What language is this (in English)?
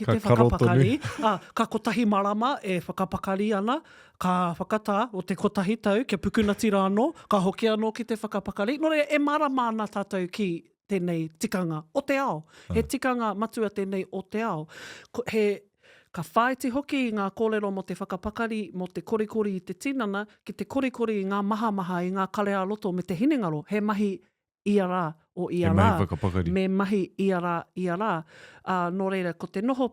Māori